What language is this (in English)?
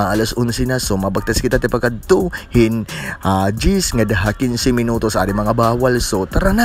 Waray